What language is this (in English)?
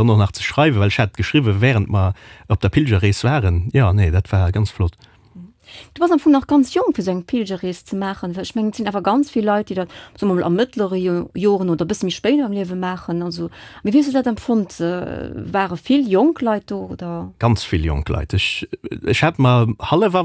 Luxembourgish